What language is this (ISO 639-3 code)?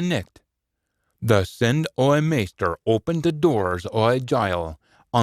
sco